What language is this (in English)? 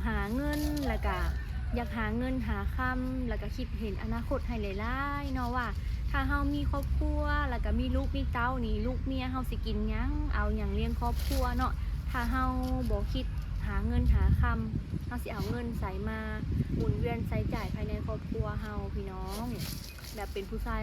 Lao